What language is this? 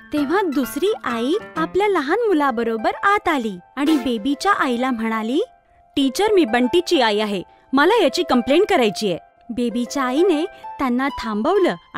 Marathi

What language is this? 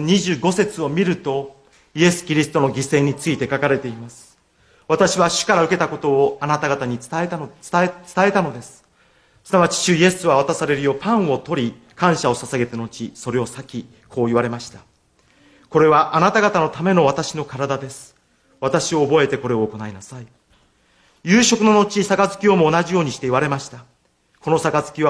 Japanese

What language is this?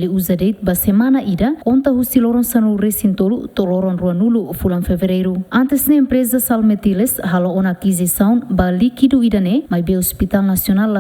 Tetum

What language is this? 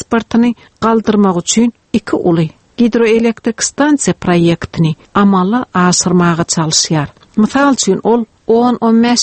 Turkmen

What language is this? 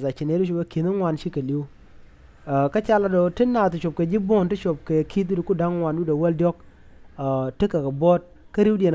Nuer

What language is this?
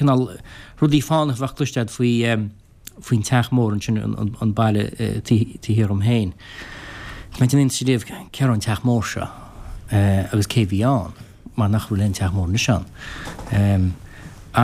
Irish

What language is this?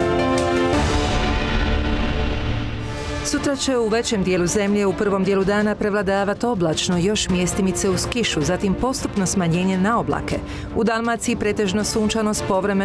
Croatian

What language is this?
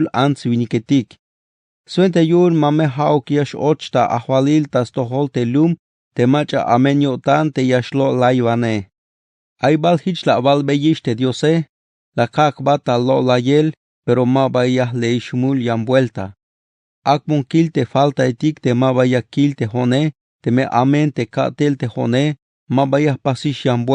Tzeltal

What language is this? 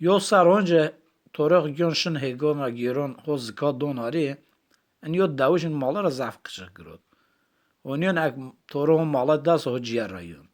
Zaza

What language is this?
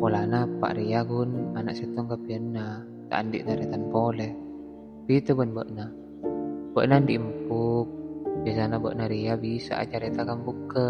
Madurese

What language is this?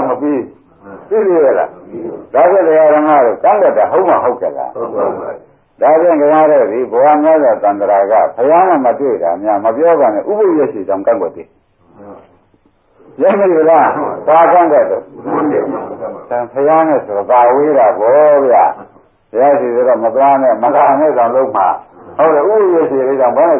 Burmese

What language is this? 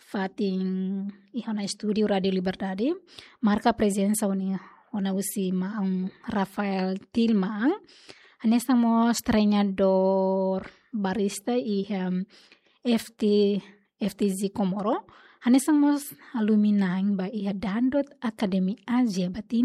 Tetum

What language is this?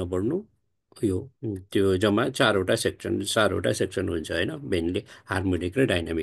Nepali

